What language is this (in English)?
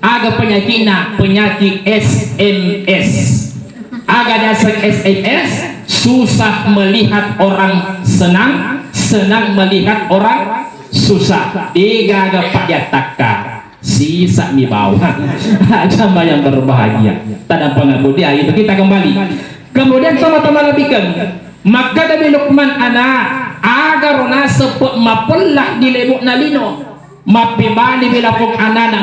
Buginese